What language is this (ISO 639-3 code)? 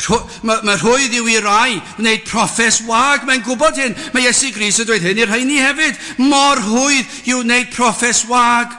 cym